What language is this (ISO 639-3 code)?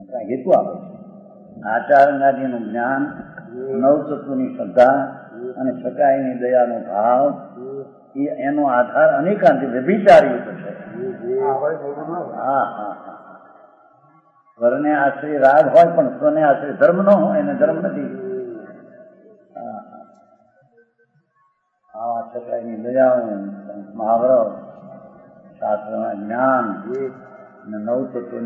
guj